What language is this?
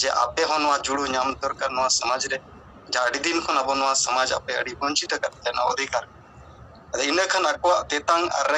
Santali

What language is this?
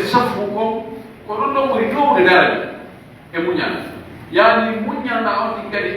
Pular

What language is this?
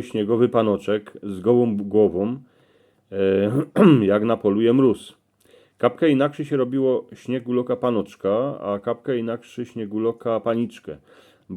Silesian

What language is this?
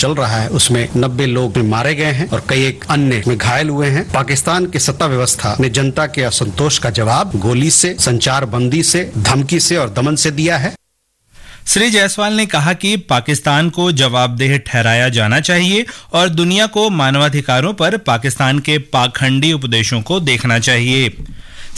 Hindi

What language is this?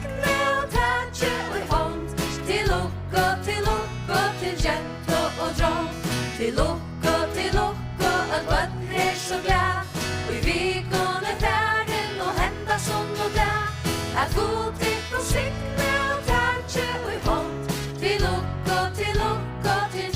Faroese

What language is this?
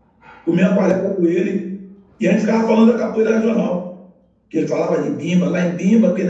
Portuguese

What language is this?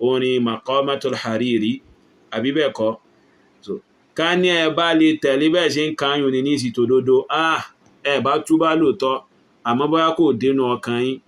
Yoruba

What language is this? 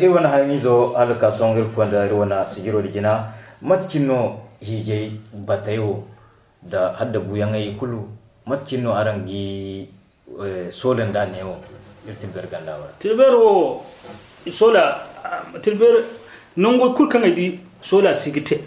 Zarma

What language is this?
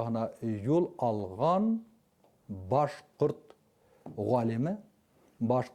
Bashkir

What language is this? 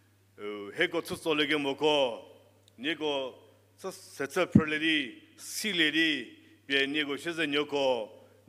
Angami Naga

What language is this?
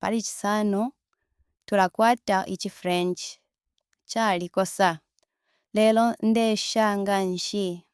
Bemba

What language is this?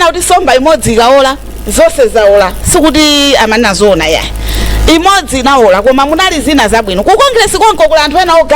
Nyanja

